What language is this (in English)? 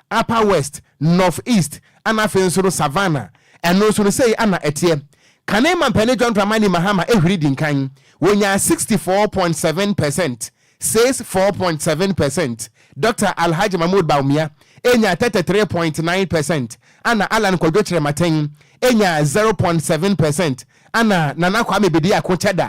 Akan